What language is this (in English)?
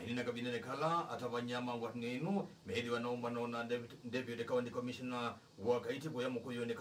Kamba